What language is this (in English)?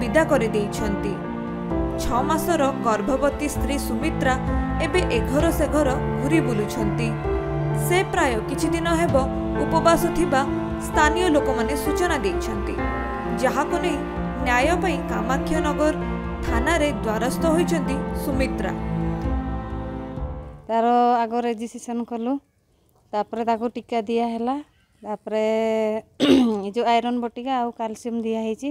Odia